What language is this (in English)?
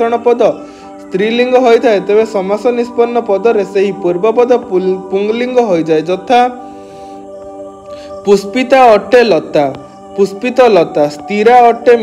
Odia